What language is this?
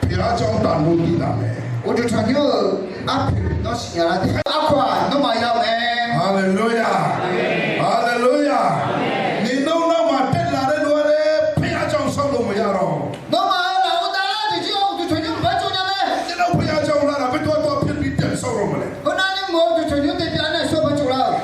Akha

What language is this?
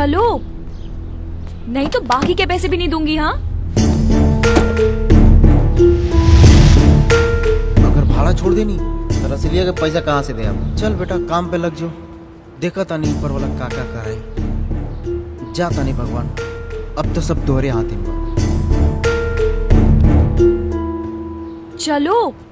Bhojpuri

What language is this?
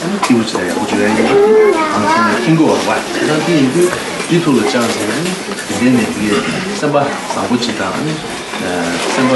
Tibetan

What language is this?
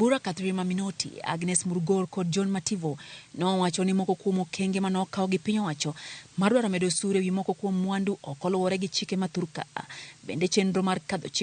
Luo (Kenya and Tanzania)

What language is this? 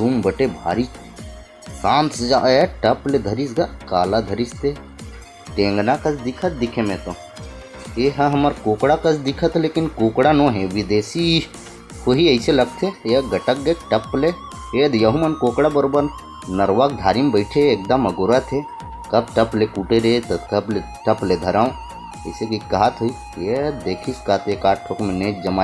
Chhattisgarhi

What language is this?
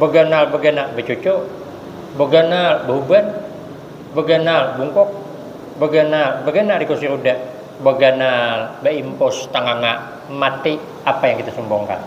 Banjar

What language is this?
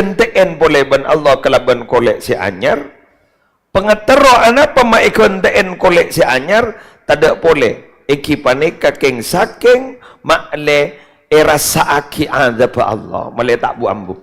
Madurese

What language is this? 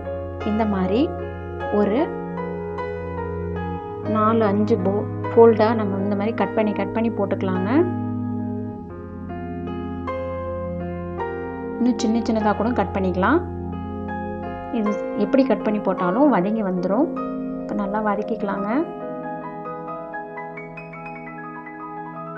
Tamil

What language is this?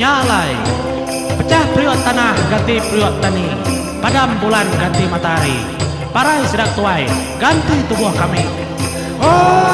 Iban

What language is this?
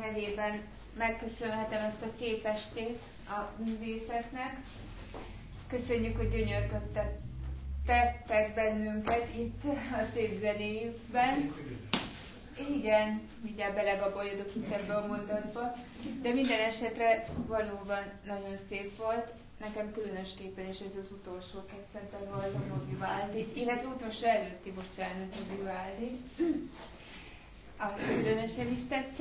Hungarian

